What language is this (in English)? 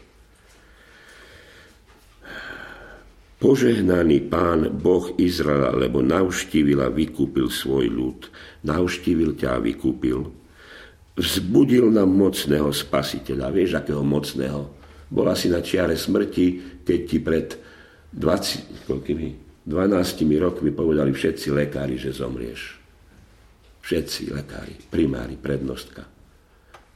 Slovak